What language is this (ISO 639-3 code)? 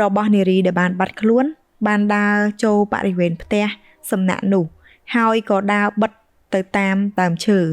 khm